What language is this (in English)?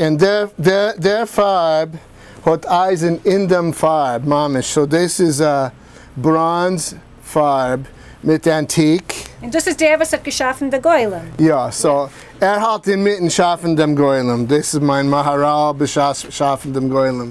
Yiddish